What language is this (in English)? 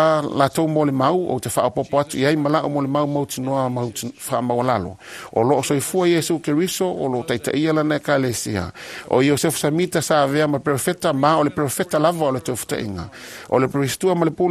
Samoan